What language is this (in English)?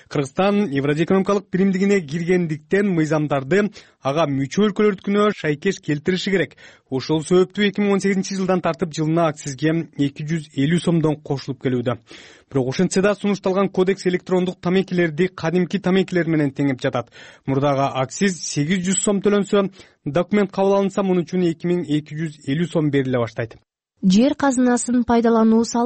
Kyrgyz